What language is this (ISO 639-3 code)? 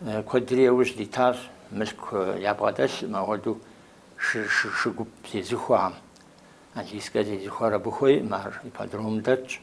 kbd